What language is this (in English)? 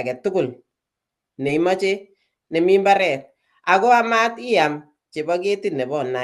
Kalenjin